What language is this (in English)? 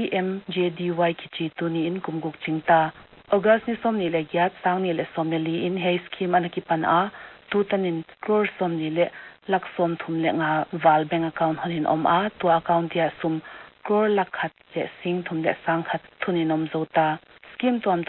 Paite Chin